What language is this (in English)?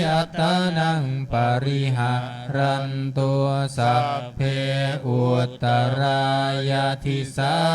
Pali